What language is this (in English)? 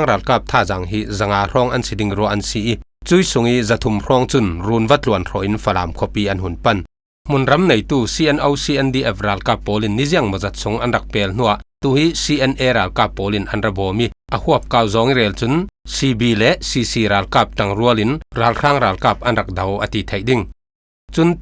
Falam Chin